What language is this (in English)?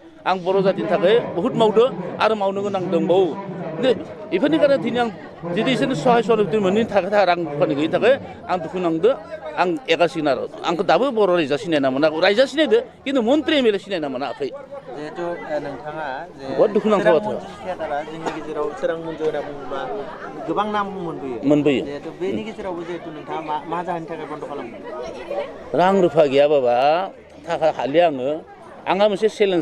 Bodo